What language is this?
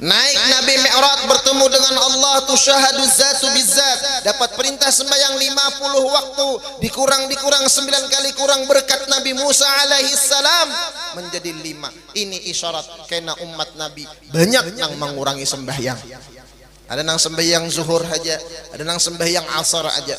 Banjar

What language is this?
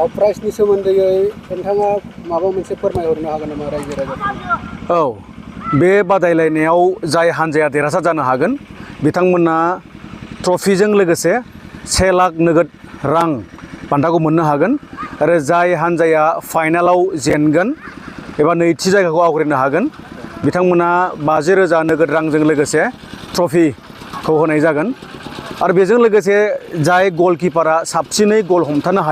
Bodo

